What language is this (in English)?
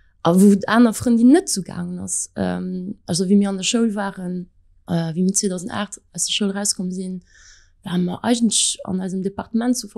Luxembourgish